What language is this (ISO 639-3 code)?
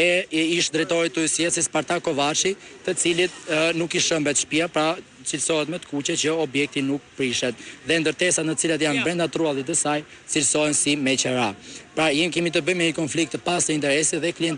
sqi